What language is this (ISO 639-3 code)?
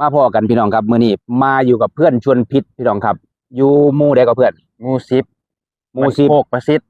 tts